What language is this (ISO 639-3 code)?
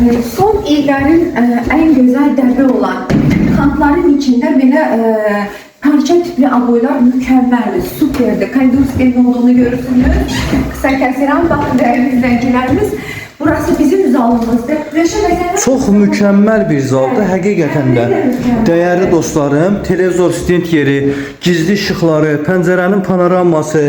aze